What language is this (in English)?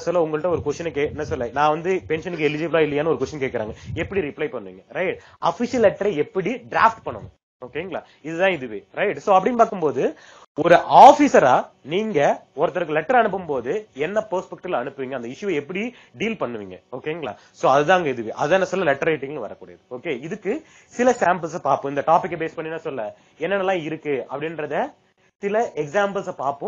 Tamil